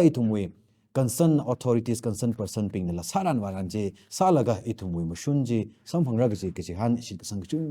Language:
Tangkhul Naga (India)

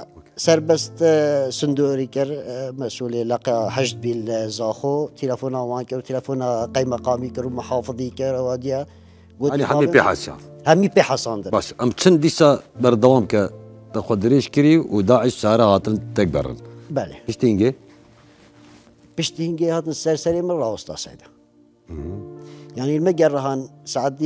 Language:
Kurdish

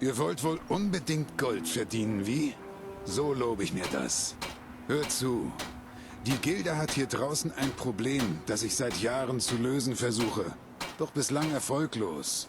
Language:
Bavarian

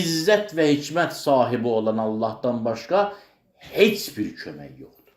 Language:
Azerbaijani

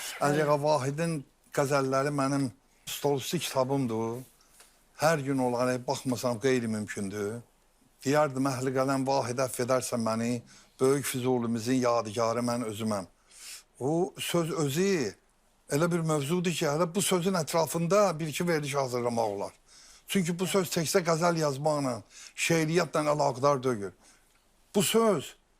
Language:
Azerbaijani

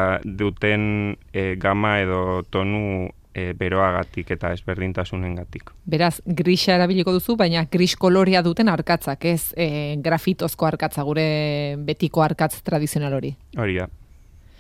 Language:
Basque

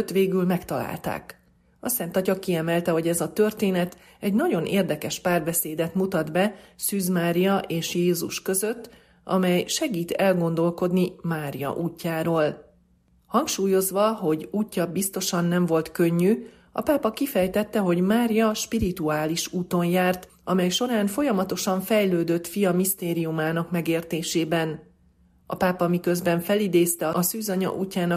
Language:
Hungarian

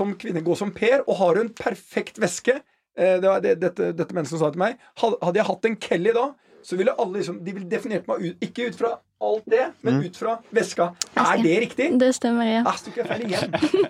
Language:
Norwegian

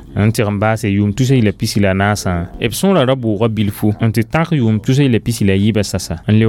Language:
Mossi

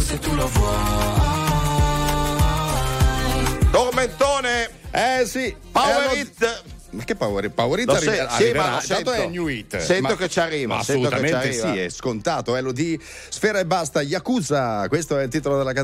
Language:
Italian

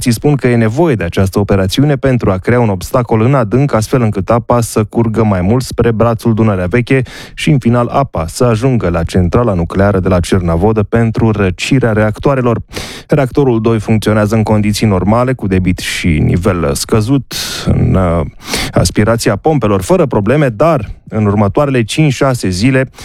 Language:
Romanian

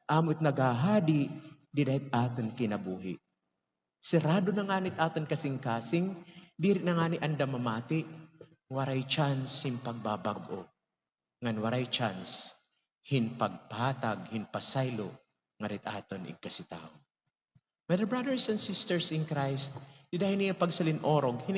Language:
Waray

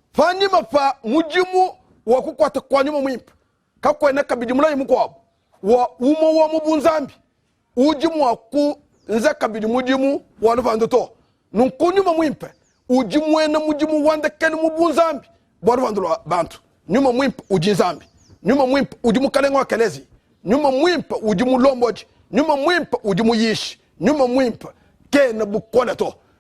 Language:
Luba-Lulua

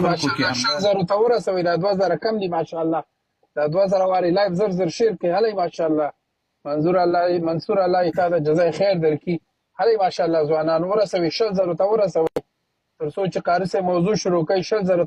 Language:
Pashto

